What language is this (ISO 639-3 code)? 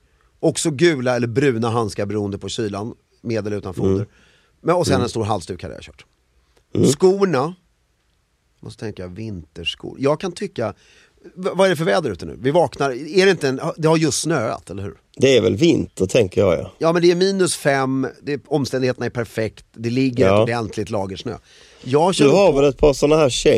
swe